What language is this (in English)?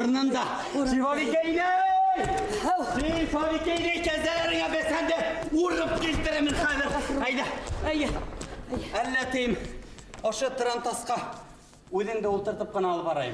Bashkir